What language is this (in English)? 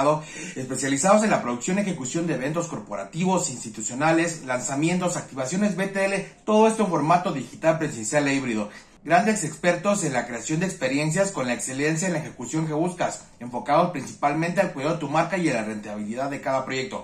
Spanish